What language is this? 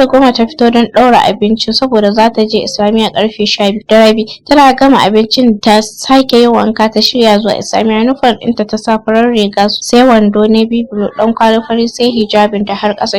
Hausa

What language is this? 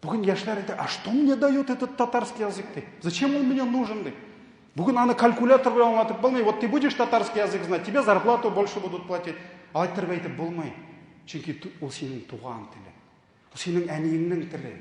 Tatar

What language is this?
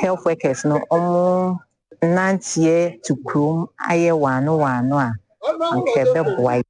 Akan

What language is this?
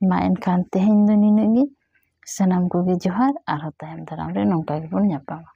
Santali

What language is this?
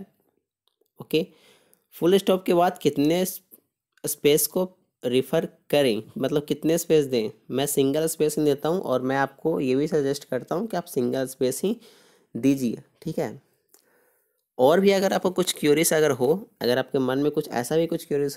Hindi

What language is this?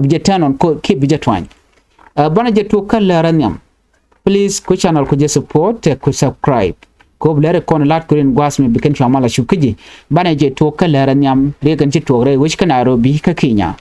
Nuer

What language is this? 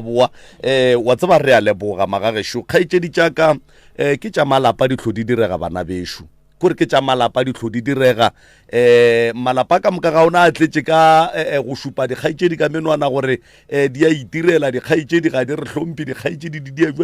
Northern Sotho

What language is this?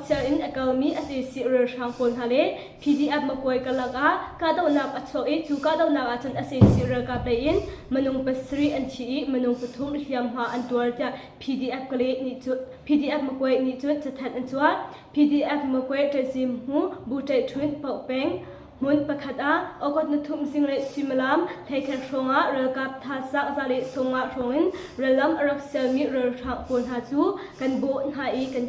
Hakha Chin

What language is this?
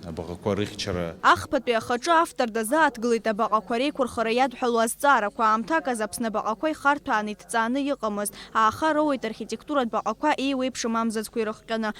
Abkhazian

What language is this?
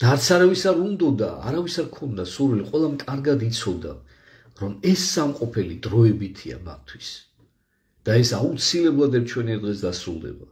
Georgian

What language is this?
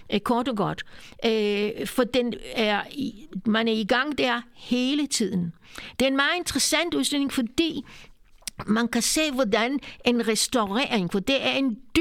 Danish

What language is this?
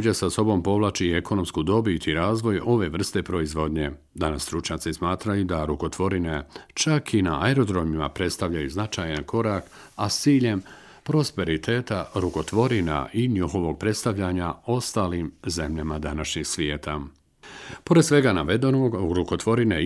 Bosnian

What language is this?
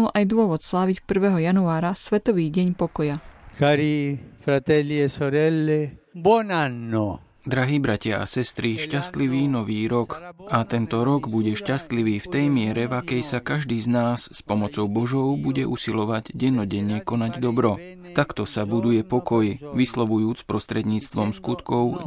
Slovak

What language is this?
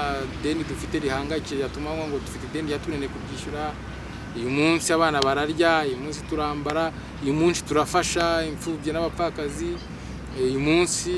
Kinyarwanda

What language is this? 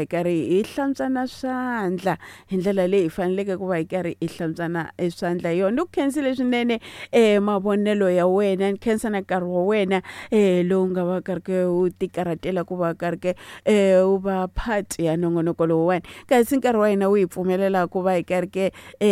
Tsonga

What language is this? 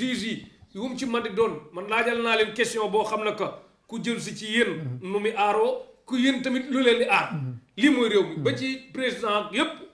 Wolof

